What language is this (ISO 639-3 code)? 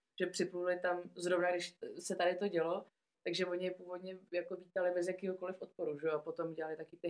ces